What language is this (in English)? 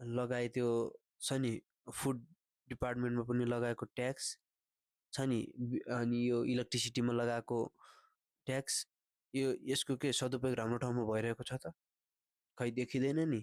Nepali